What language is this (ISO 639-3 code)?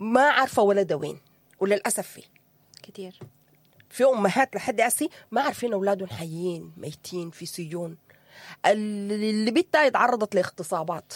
apd